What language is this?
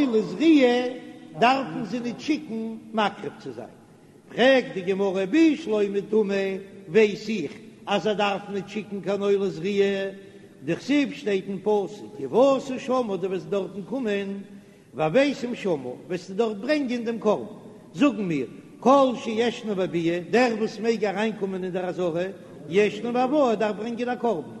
Yiddish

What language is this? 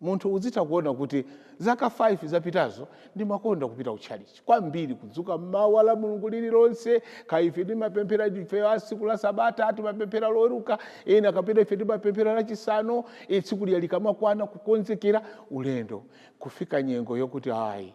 Nyanja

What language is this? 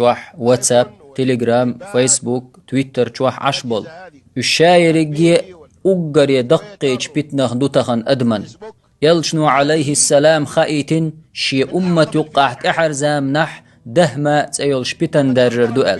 Chechen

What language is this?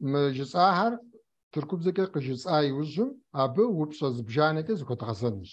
Kabardian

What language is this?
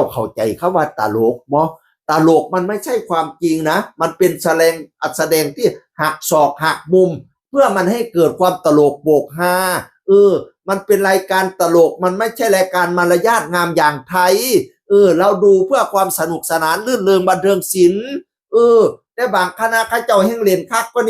Northeastern Thai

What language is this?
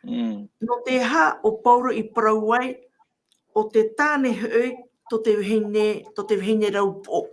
Tahitian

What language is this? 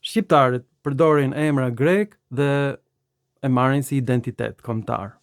Albanian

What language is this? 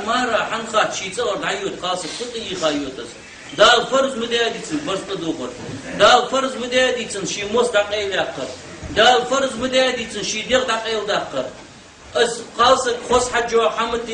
Ingush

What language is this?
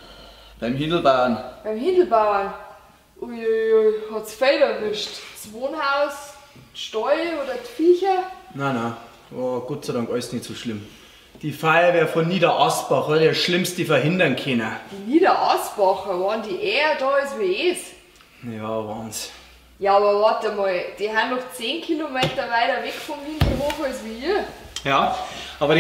Bavarian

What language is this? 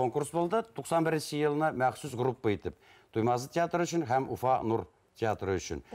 Bashkir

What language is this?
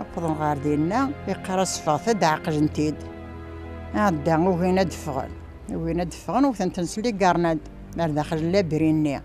Kabyle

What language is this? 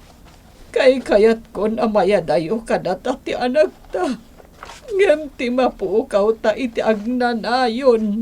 Iloko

